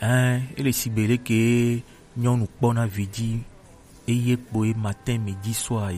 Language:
Gen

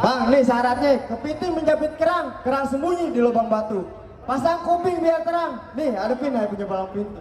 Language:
Betawi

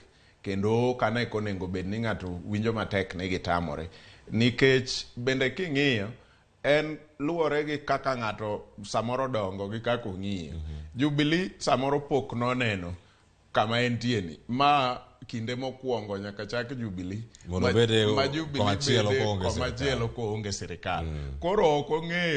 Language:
Luo (Kenya and Tanzania)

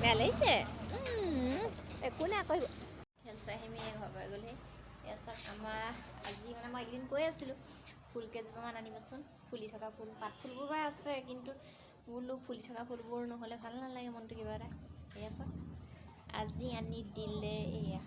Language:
Assamese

